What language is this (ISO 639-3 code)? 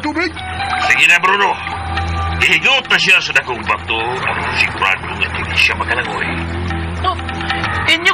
ceb